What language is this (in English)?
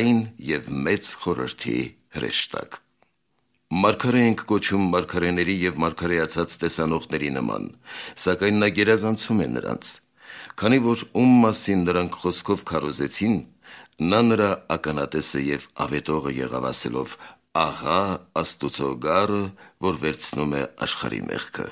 Armenian